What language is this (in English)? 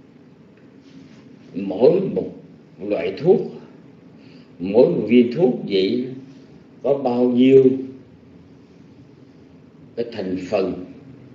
Vietnamese